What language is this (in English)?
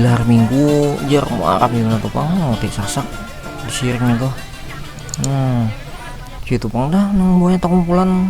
Banjar